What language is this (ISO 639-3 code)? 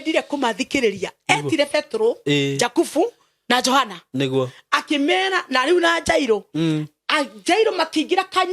kik